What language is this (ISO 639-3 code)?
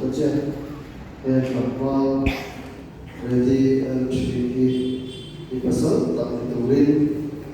hmr